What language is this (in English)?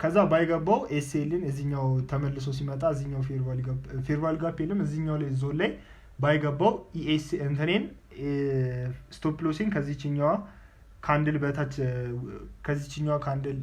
Amharic